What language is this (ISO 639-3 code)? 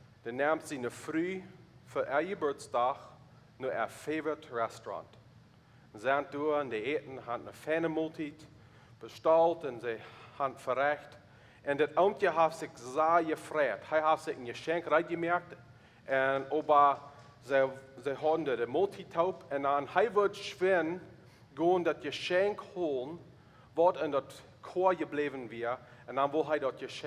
pdt